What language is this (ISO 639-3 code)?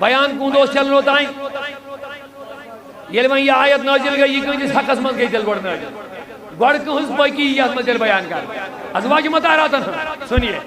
kas